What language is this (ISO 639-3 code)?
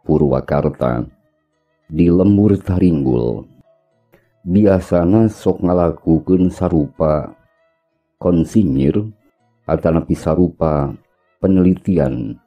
sun